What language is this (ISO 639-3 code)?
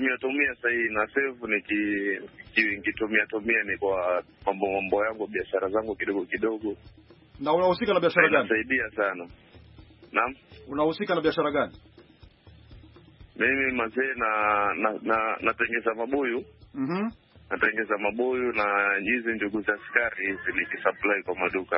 swa